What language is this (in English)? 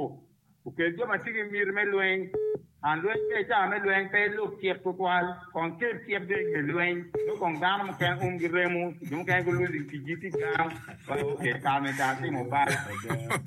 Acoli